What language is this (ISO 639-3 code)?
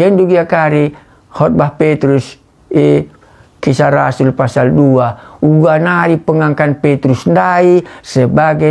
btx